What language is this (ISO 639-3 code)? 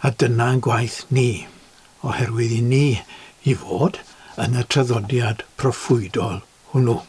cym